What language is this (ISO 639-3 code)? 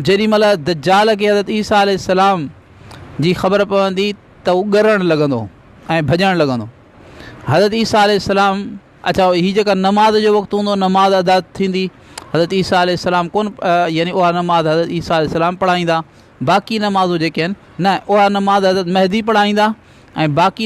snd